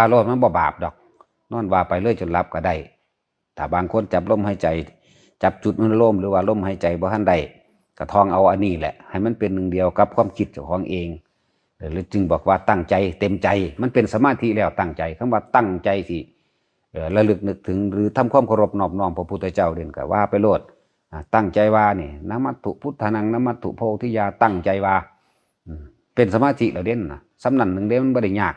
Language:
Northeastern Thai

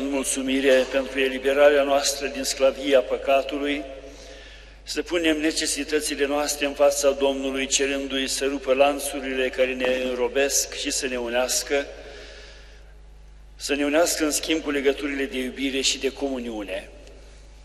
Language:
Romanian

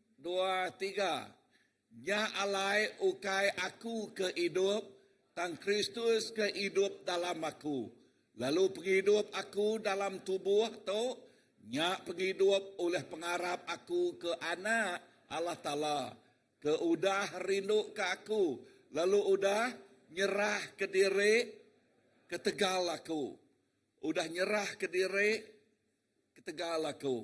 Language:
Iban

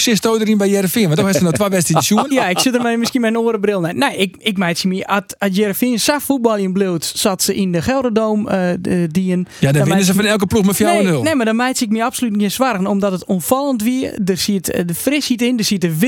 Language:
Western Frisian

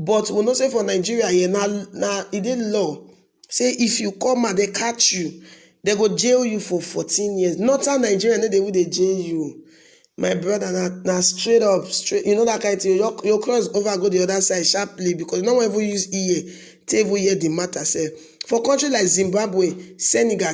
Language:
Nigerian Pidgin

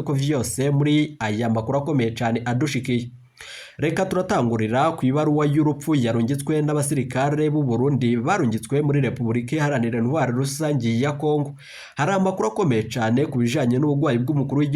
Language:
Rundi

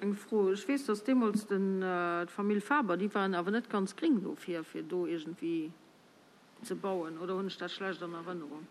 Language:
Luxembourgish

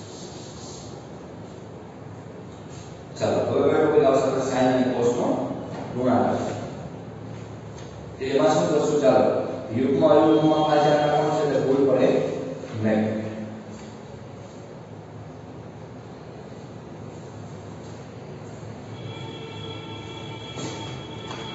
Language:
Gujarati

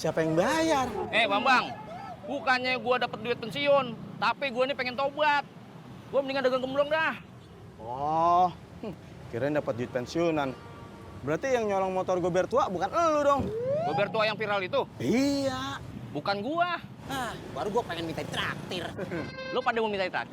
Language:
Betawi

